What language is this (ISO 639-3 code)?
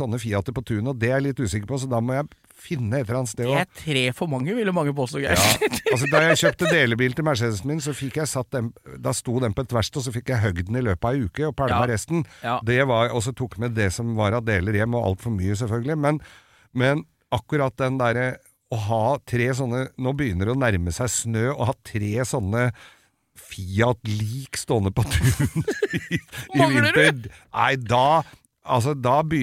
nor